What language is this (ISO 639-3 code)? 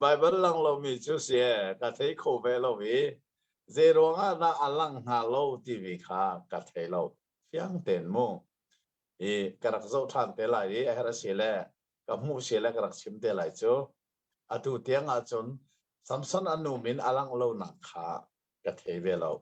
cnh